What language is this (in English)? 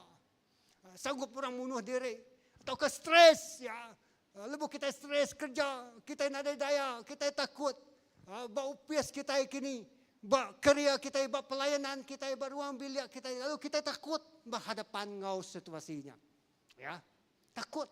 Iban